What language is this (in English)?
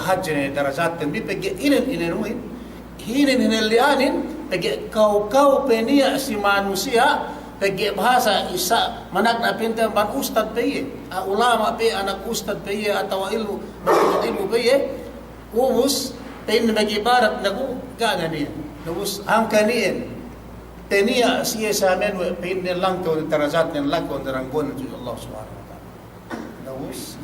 Yakan